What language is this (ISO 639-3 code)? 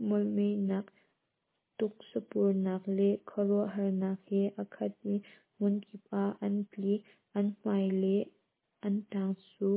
cnh